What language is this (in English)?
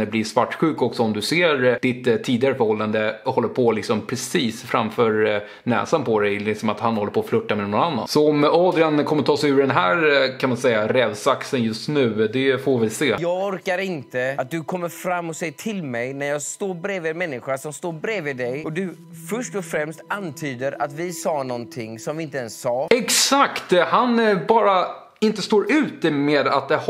Swedish